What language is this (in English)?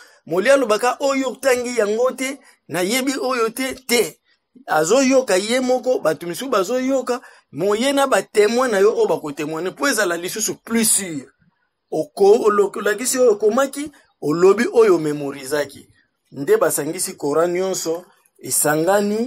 Lingala